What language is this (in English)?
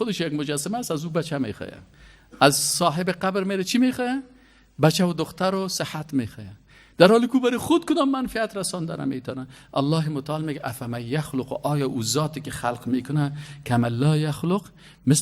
Persian